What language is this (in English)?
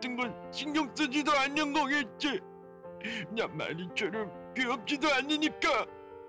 Korean